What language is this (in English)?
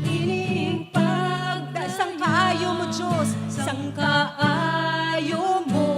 Hiligaynon